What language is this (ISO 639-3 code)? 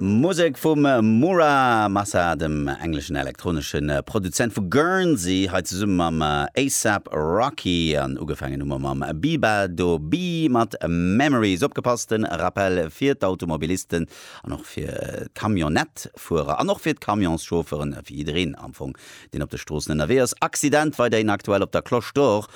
ltz